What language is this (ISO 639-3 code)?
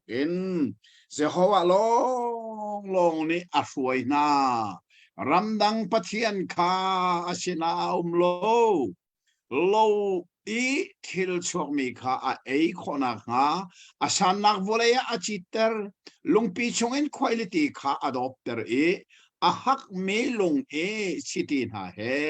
cnh